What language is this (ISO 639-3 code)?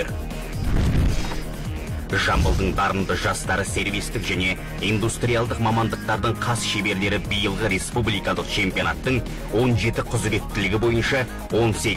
kaz